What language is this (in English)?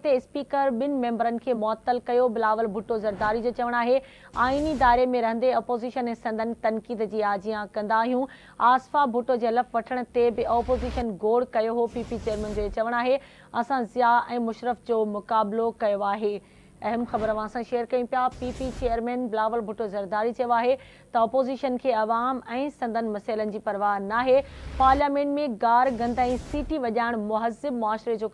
Sindhi